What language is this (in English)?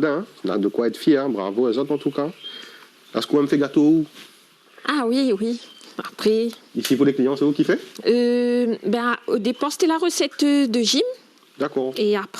Réunion Creole French